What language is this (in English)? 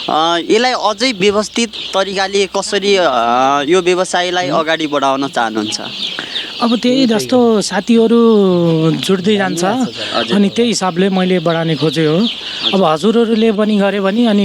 Nepali